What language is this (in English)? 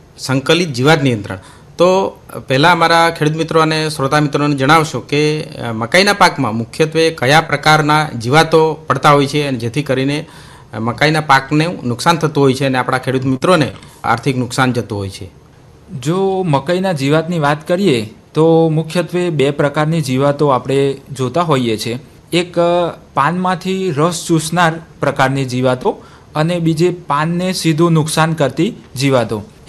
Gujarati